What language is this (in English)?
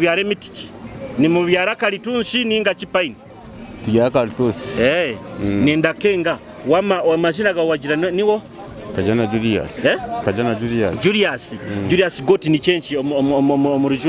Nyoro